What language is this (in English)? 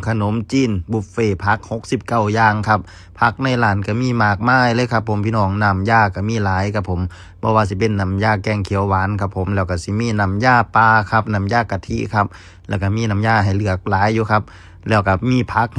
Northeastern Thai